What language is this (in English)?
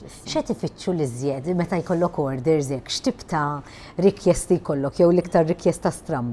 Maltese